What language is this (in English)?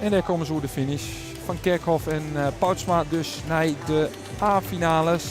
Western Frisian